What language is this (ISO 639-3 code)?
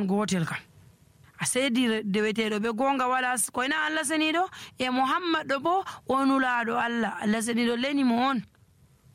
fuv